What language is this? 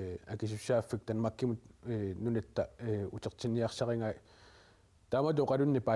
Kalaallisut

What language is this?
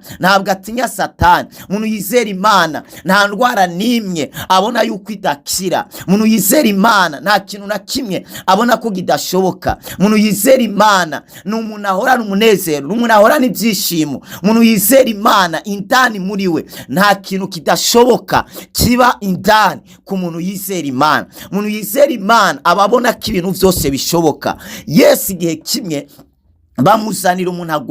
Rundi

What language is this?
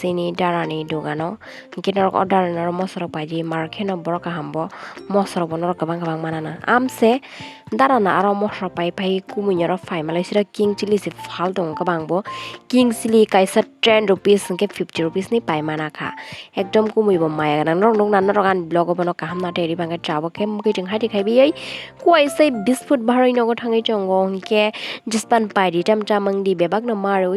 Kok Borok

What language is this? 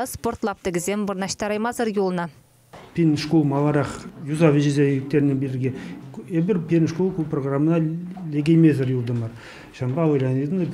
Chuvash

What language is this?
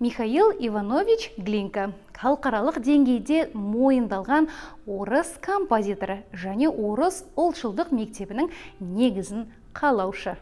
Kazakh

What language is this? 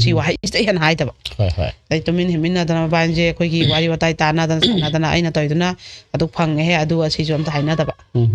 Manipuri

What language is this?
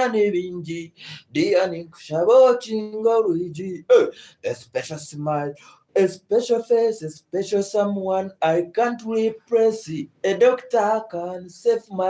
Nyankole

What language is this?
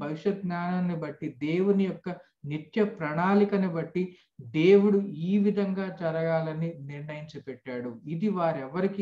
Telugu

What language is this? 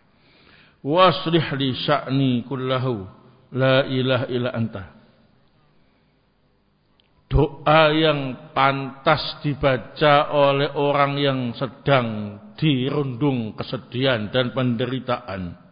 Indonesian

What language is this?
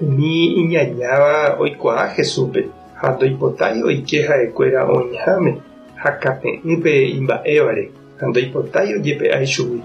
Guarani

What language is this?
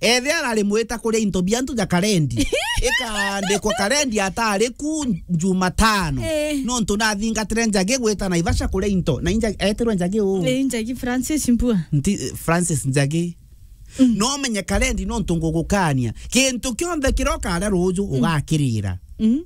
Meru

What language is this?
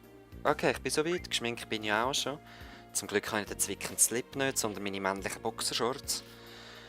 Swiss German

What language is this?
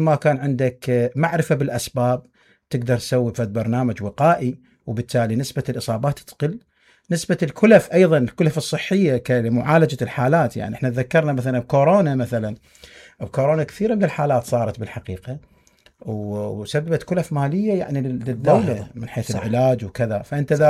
Mesopotamian Arabic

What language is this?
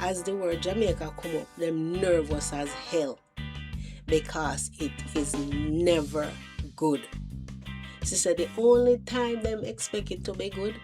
Jamaican Creole English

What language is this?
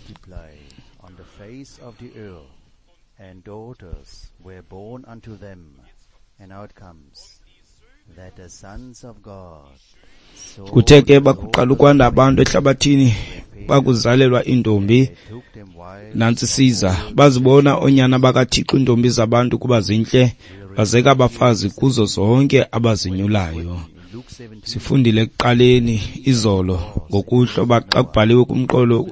Xhosa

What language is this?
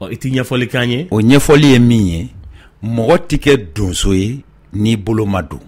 Bambara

